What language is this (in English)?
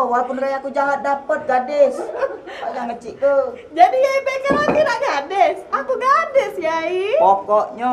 Musi